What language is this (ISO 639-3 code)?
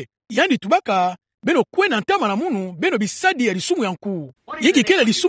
ktu